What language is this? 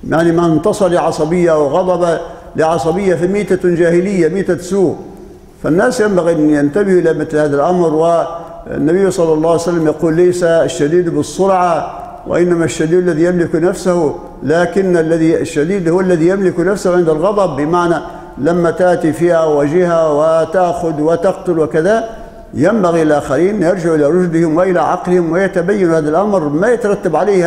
Arabic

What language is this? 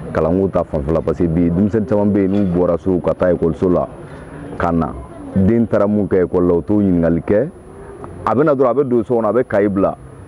Bambara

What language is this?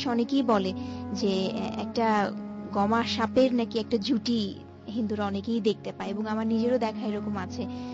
Bangla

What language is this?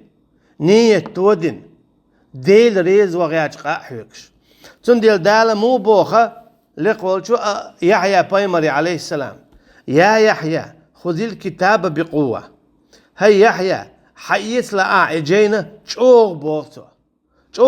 Chechen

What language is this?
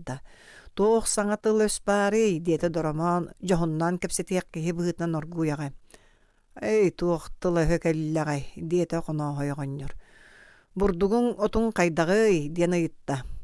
Yakut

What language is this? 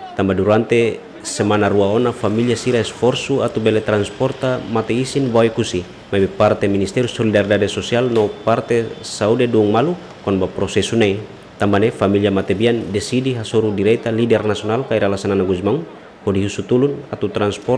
Tetum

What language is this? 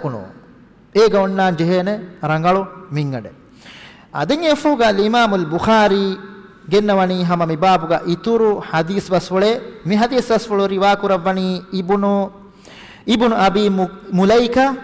Divehi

